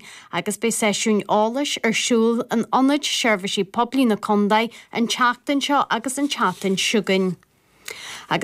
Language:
Irish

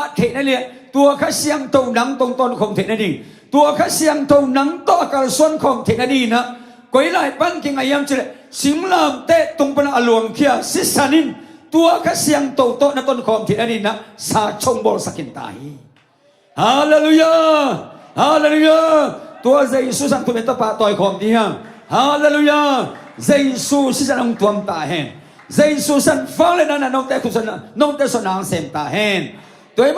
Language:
Tedim Chin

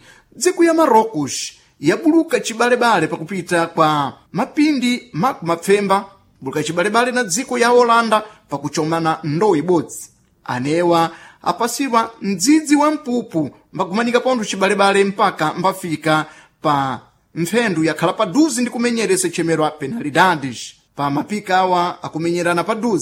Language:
Sena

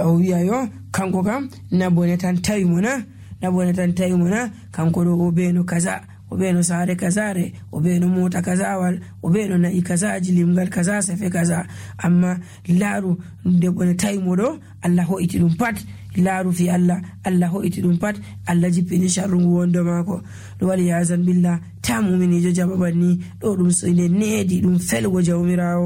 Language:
Nigerian Fulfulde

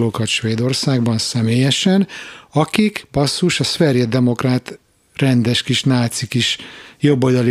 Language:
Hungarian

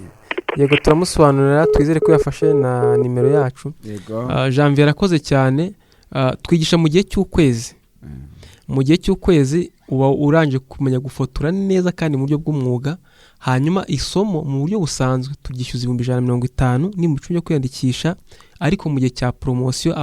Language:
Kinyarwanda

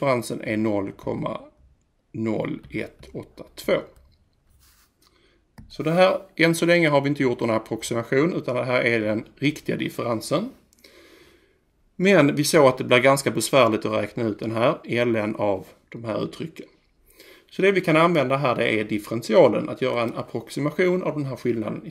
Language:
Swedish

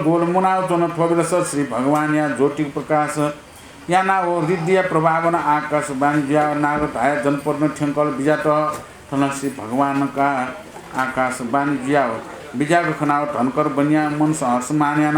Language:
Newari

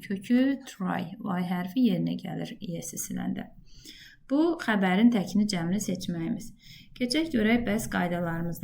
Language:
Azerbaijani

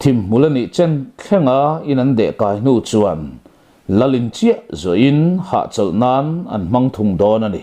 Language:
Mizo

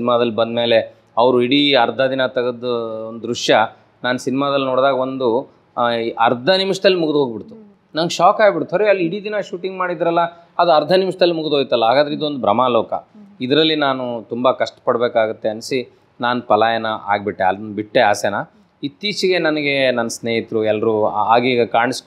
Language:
Kannada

